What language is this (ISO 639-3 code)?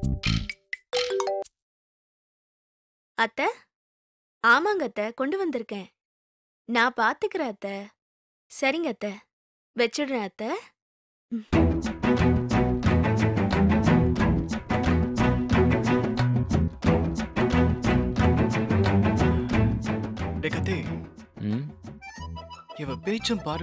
tam